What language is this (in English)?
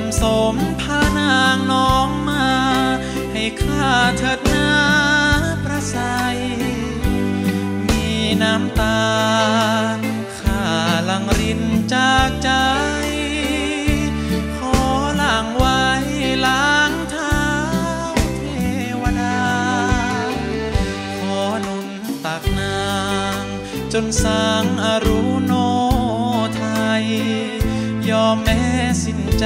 Thai